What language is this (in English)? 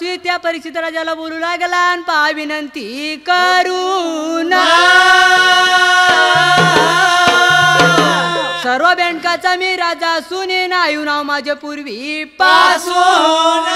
Marathi